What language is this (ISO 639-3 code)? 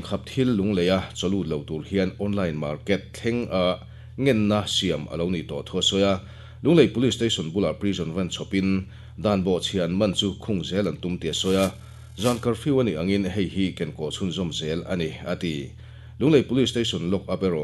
lus